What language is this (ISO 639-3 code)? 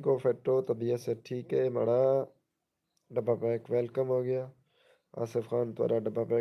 skr